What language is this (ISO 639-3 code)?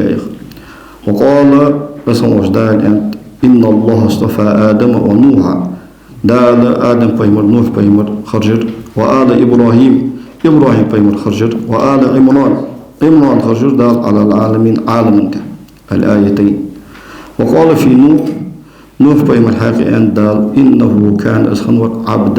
inh